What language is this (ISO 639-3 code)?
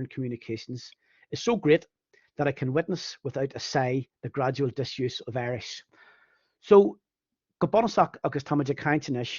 gle